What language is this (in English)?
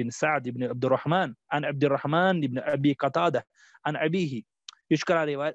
Kashmiri